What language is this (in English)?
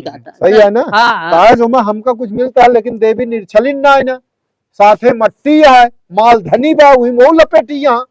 Awadhi